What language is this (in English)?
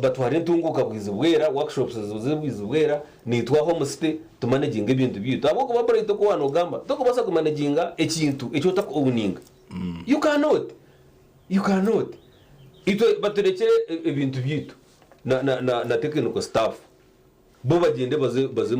Nyankole